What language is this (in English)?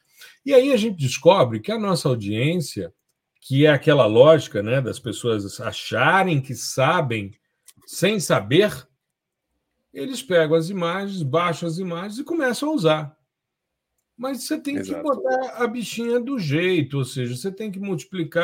Portuguese